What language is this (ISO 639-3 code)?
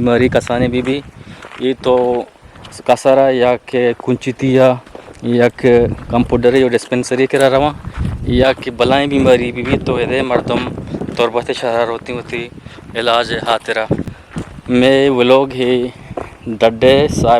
bgp